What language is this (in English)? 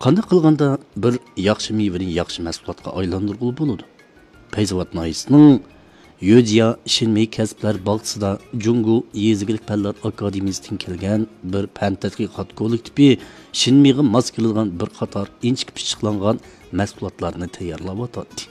Uyghur